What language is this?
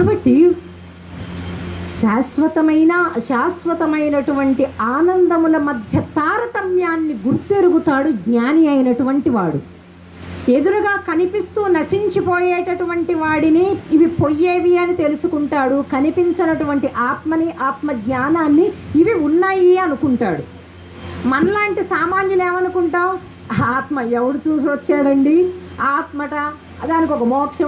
Telugu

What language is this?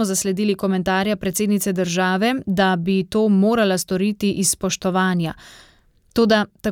Slovenian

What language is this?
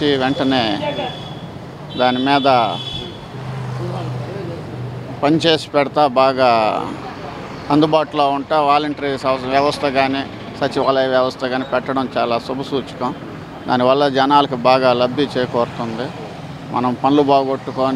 Telugu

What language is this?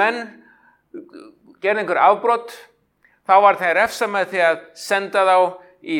Icelandic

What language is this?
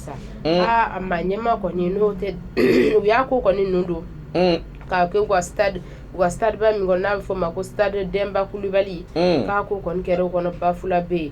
Bambara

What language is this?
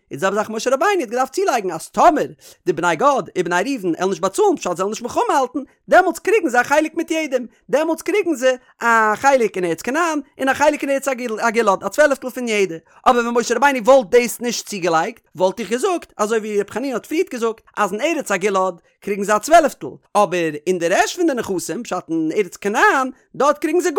Yiddish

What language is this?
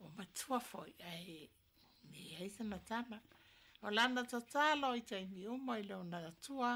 Samoan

